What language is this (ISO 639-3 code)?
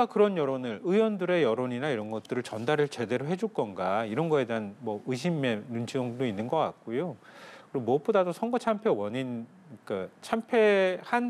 kor